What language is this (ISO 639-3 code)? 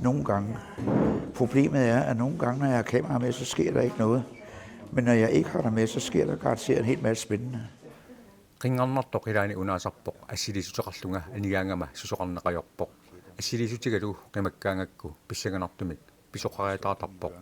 kal